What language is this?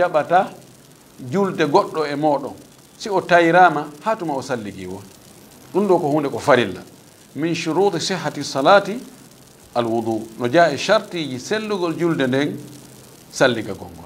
Fula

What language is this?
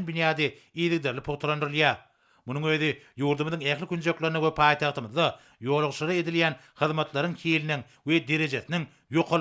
Turkmen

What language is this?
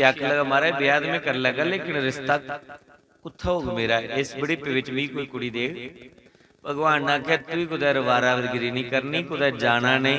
Dogri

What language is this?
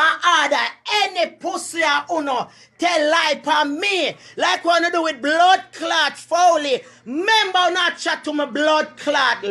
Jamaican Creole English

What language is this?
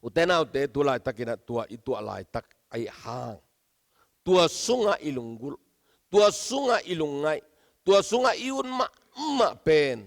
Tedim Chin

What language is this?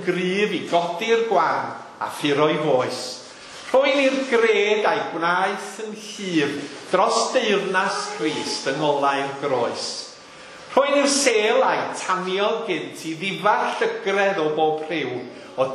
Welsh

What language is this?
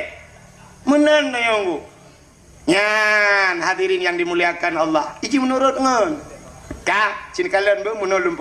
Achinese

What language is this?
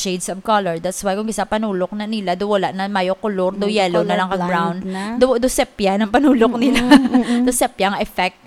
Hiligaynon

